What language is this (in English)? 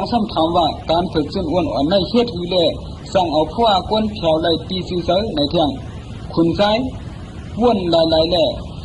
Shan